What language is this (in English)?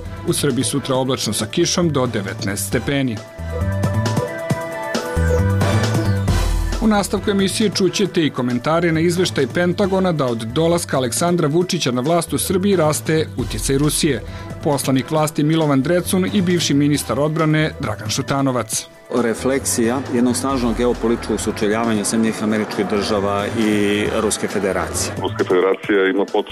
Serbian